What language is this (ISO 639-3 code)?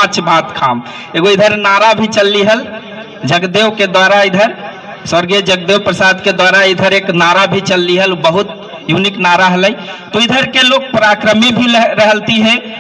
mag